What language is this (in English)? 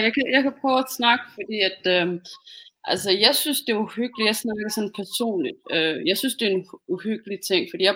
Danish